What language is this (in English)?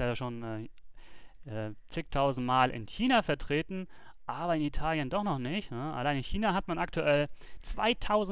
German